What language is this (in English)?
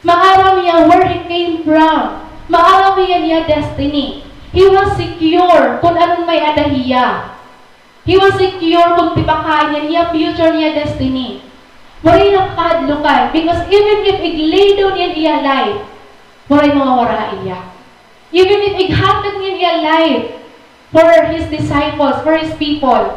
Waray